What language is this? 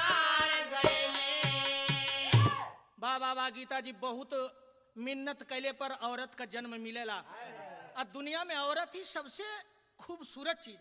Bhojpuri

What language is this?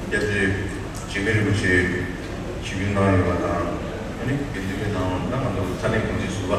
Tibetan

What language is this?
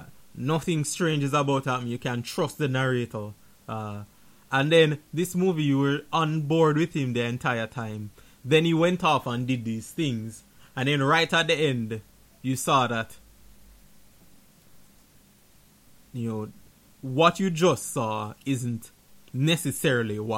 English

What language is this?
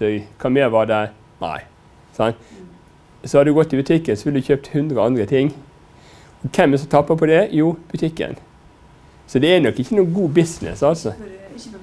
Norwegian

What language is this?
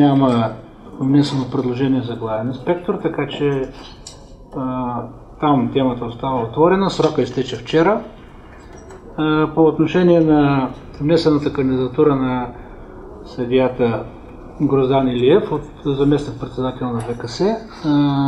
Bulgarian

